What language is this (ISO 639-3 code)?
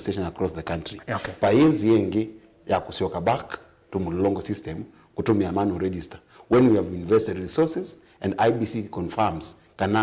kam